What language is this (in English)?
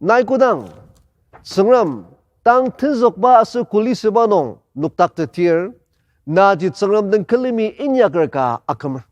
Ao Naga